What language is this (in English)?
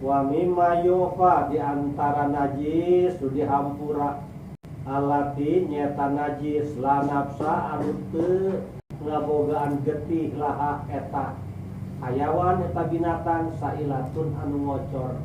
Sundanese